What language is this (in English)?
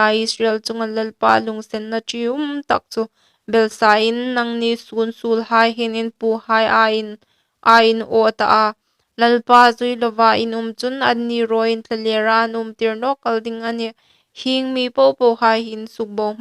Hmar